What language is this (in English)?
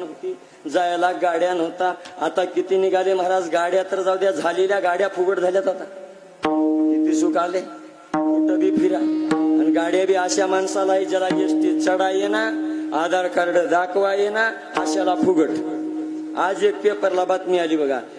Marathi